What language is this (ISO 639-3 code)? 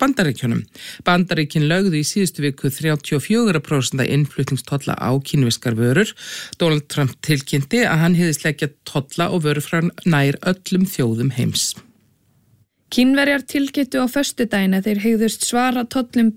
isl